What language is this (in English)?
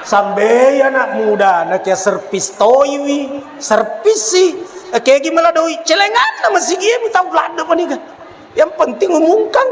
Buginese